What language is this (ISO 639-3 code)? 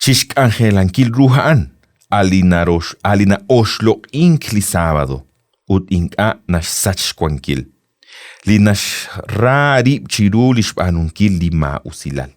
kek